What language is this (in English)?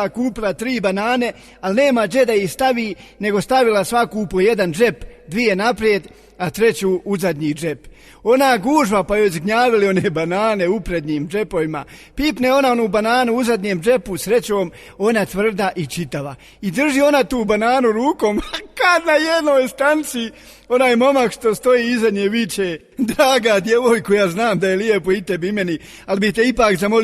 Bosnian